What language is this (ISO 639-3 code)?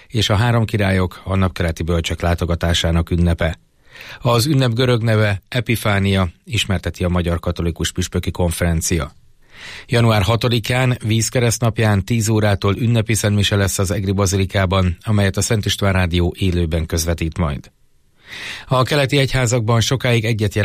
hun